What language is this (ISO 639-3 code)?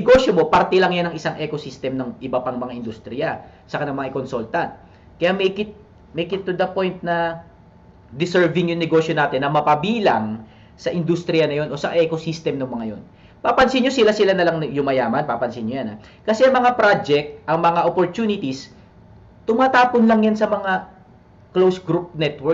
fil